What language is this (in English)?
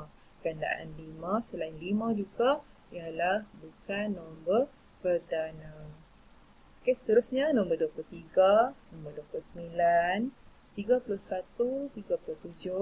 Malay